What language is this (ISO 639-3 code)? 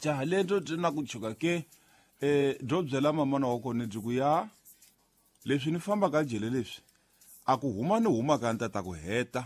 tso